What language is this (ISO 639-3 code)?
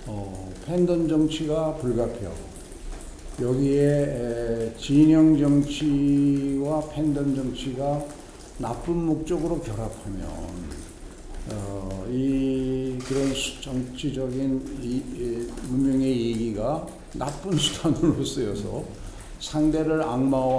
kor